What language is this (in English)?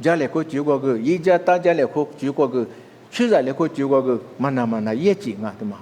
Lisu